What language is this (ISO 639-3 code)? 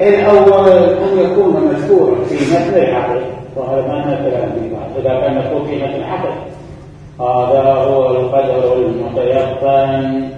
acm